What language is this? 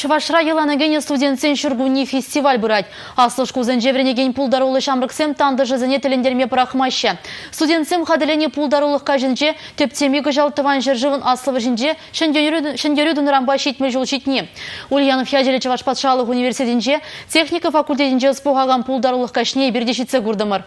Chuvash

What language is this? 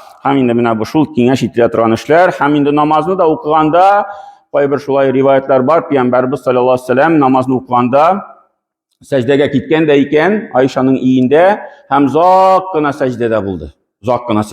Tatar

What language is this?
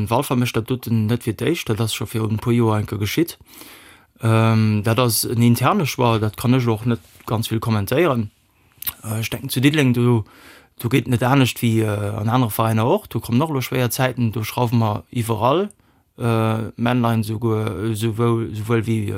Luxembourgish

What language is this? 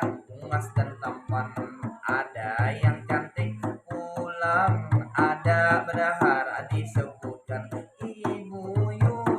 Banjar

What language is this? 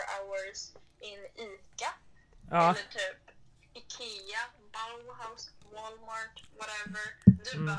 Swedish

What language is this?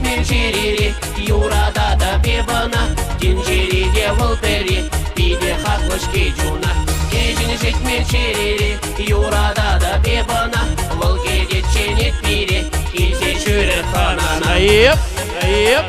Chuvash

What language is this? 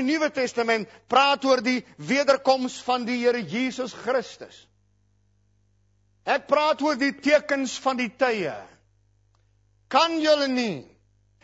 Afrikaans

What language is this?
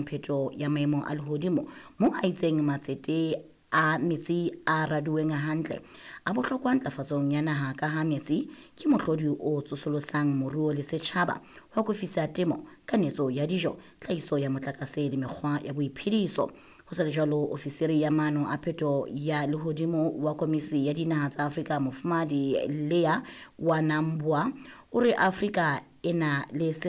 Southern Sotho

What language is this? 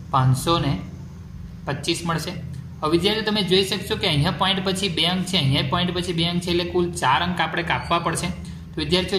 Gujarati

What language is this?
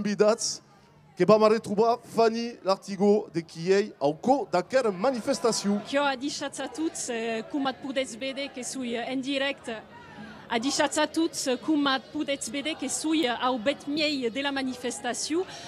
Occitan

